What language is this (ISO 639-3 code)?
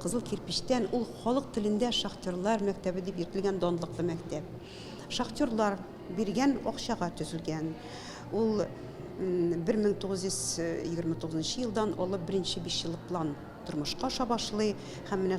tat